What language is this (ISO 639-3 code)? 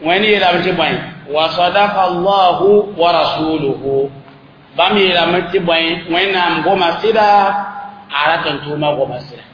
mos